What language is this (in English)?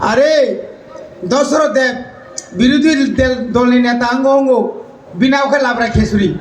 Kok Borok